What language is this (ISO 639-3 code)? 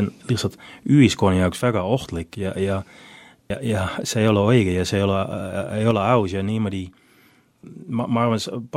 est